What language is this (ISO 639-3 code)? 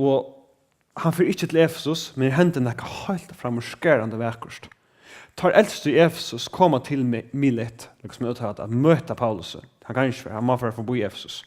fao